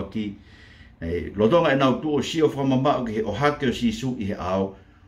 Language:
Tongan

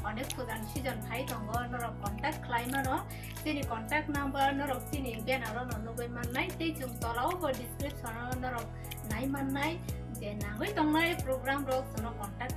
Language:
Kok Borok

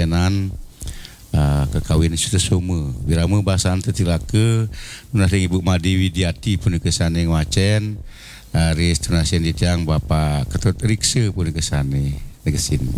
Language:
Balinese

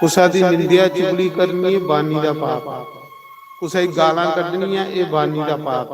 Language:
Dogri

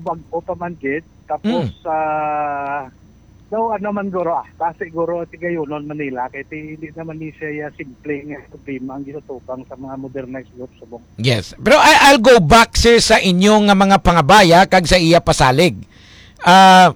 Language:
Hiligaynon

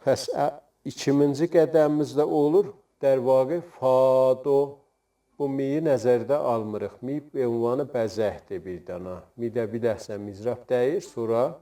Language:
South Azerbaijani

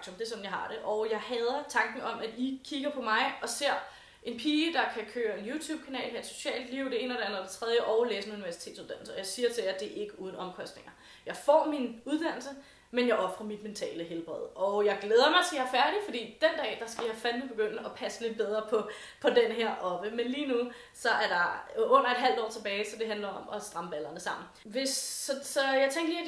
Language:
Danish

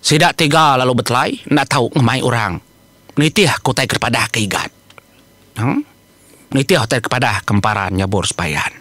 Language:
Iban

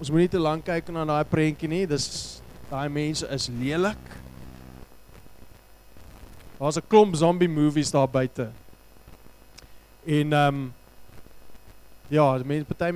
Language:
Afrikaans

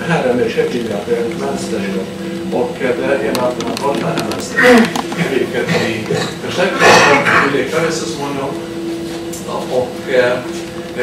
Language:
Swedish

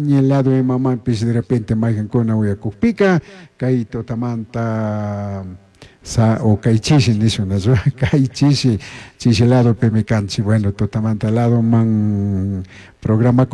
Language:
Chimborazo Highland Quichua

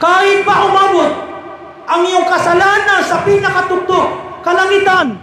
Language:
Maranao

